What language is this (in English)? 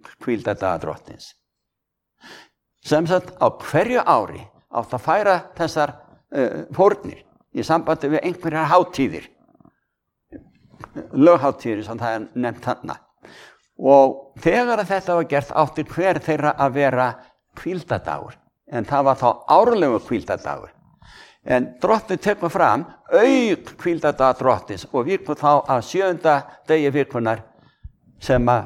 Icelandic